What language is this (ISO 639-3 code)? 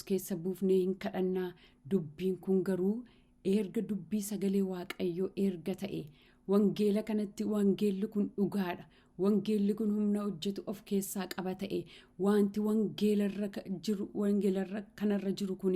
orm